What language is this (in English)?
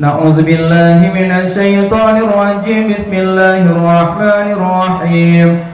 Achinese